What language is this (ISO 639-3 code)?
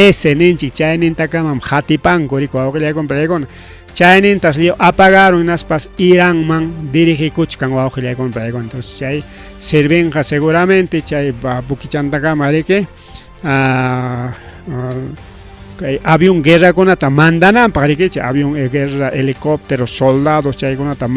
quy